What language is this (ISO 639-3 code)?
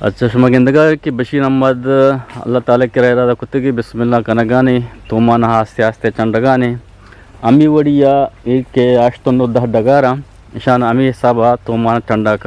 bgp